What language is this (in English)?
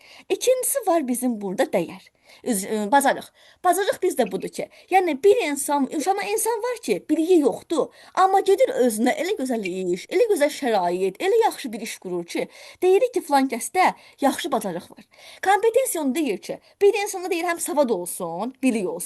Azerbaijani